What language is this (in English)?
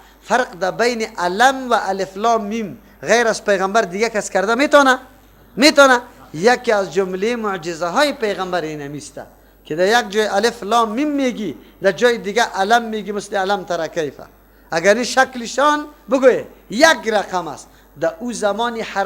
Persian